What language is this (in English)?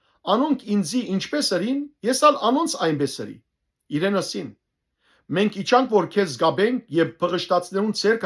Western Armenian